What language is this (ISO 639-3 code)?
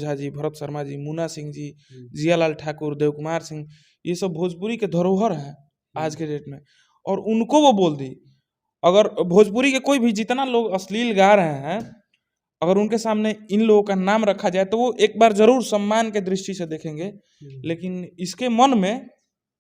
bho